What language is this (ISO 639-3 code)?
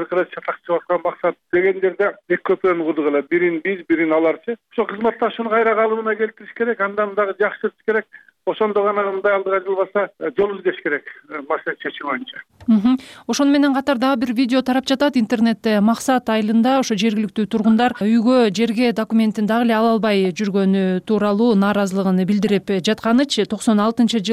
kir